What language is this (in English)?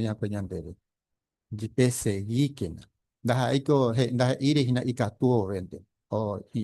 Guarani